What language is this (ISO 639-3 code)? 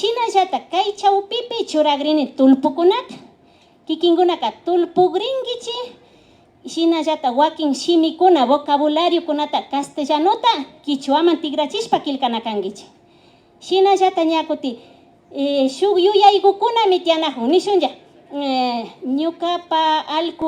qvi